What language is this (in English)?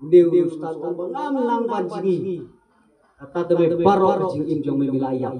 Khasi